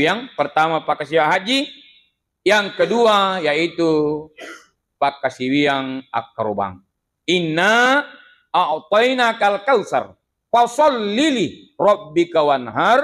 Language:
Buginese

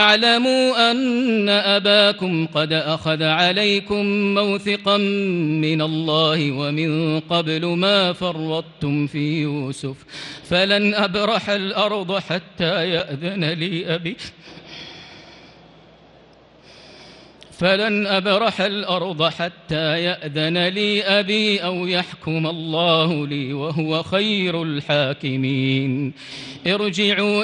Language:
Arabic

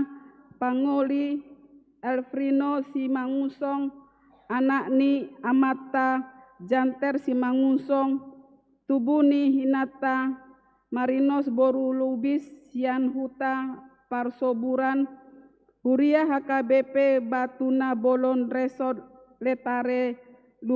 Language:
Batak Toba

